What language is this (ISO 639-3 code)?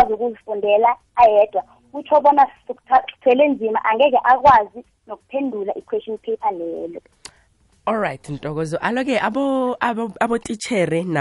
nbl